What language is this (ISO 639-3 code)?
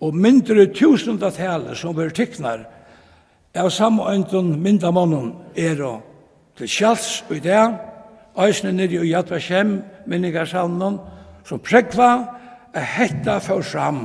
fao